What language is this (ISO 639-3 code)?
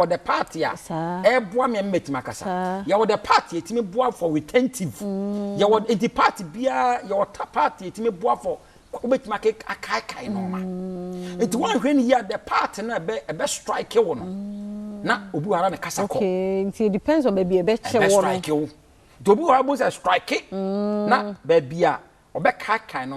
aka